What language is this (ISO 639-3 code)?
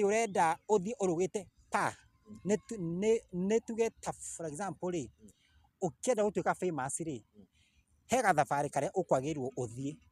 kik